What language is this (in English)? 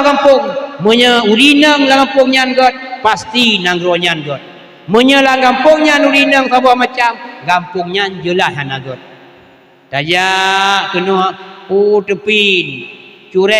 Achinese